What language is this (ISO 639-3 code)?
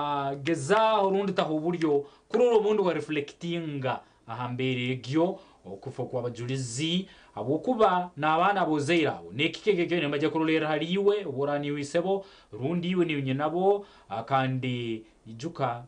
nyn